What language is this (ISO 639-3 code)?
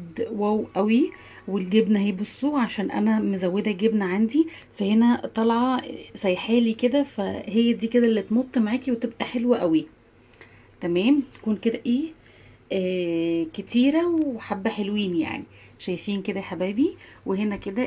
arz